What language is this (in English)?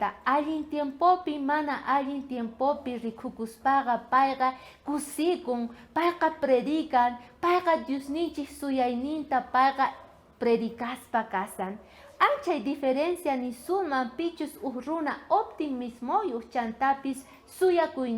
South Bolivian Quechua